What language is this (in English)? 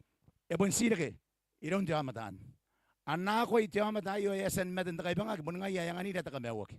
Gilbertese